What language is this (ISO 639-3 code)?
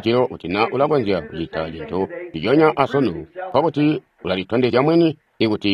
toi